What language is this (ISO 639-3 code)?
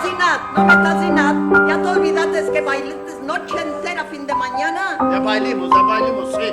lad